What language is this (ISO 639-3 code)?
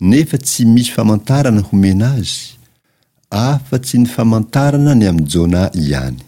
mlg